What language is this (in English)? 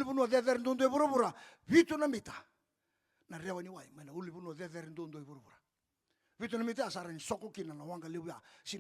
Fijian